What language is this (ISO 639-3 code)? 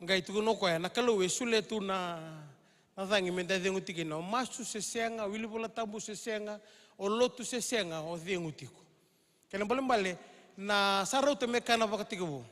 fij